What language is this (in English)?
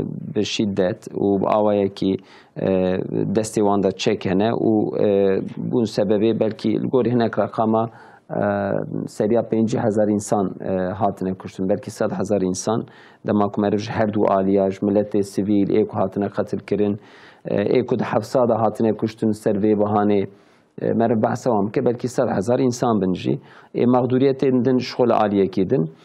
Kurdish